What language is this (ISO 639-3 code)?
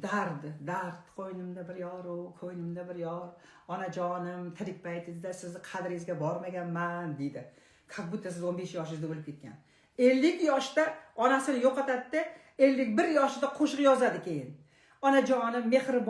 uzb